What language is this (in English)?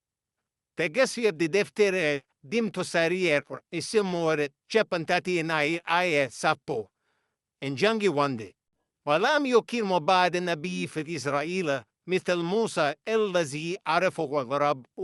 Fula